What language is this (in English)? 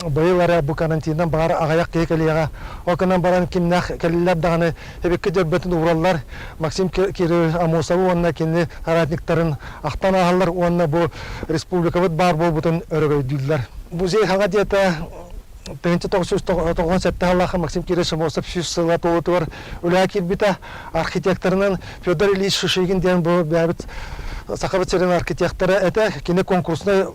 Yakut